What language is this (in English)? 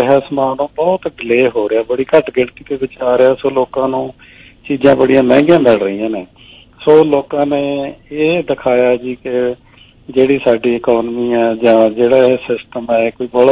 Punjabi